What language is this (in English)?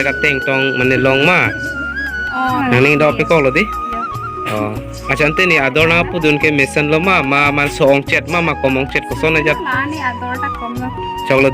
Karbi